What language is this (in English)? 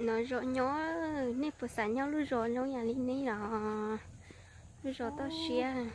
Hmong